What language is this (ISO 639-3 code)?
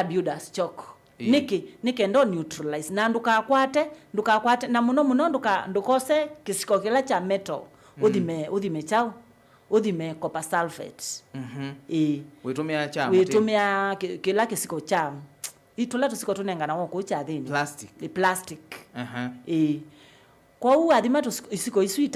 kam